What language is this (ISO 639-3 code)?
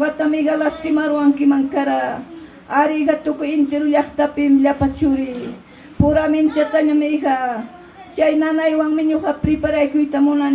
quy